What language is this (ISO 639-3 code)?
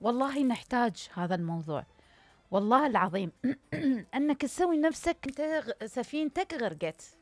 acm